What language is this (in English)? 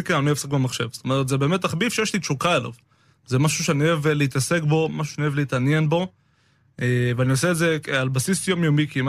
Hebrew